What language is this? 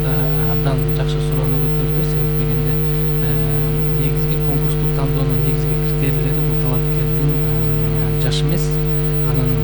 Kyrgyz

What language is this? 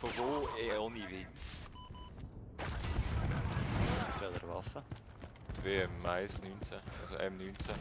Swiss German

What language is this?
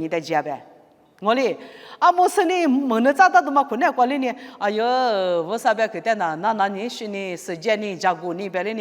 Lisu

